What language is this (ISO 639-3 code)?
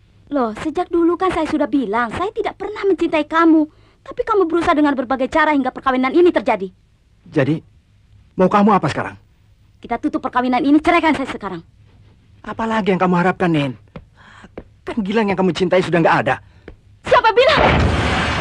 ind